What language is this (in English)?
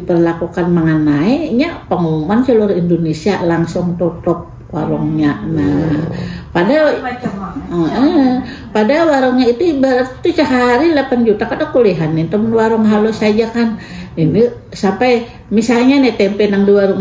Banjar